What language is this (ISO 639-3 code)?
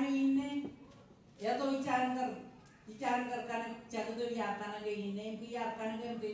mah